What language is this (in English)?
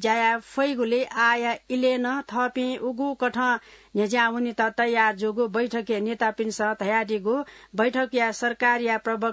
Newari